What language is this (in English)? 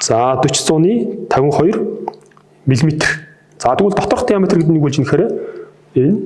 Mongolian